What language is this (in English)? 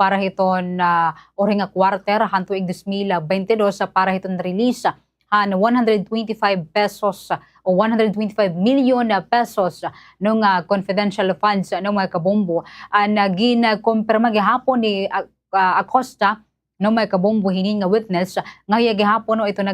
Waray